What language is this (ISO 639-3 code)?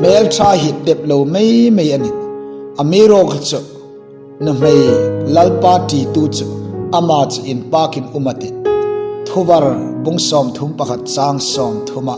hmr